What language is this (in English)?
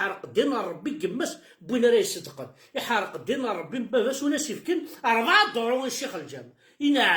Kabyle